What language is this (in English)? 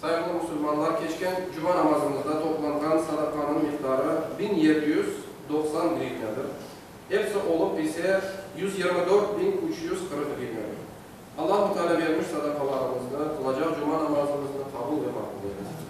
Crimean Tatar